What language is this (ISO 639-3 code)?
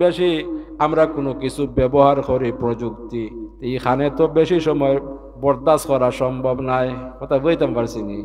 syl